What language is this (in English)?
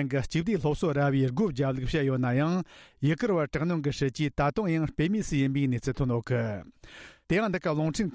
Tibetan